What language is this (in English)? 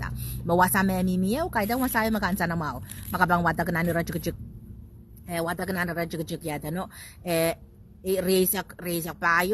Pohnpeian